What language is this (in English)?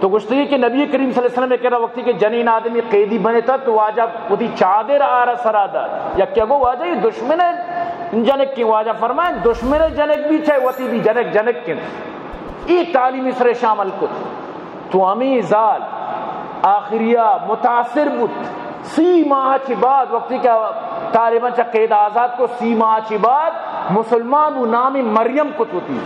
Eastern Balochi